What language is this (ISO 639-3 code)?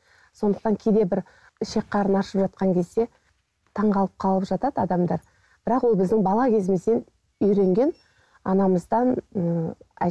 kaz